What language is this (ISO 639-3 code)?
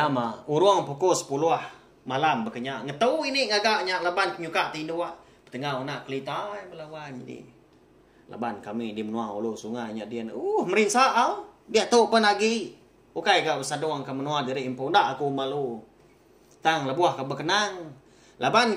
iba